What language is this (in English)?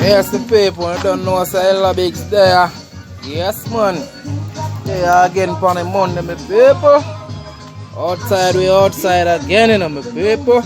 Jamaican Creole English